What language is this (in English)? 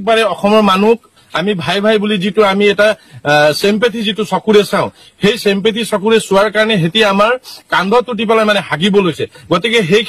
Assamese